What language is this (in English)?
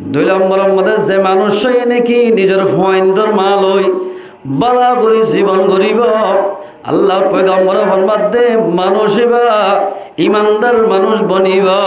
Rohingya